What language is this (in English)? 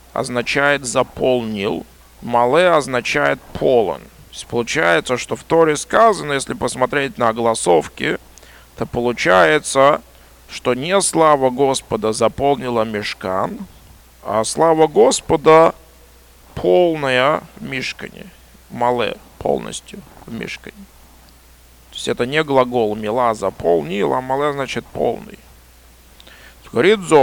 Russian